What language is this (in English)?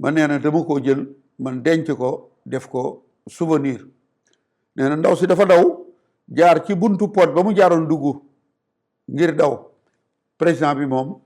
Wolof